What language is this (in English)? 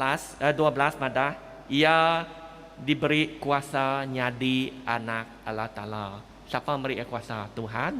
Iban